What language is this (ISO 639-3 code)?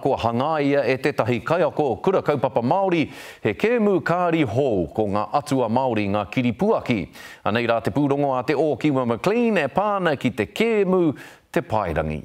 mri